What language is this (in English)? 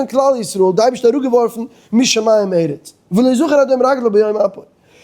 Yiddish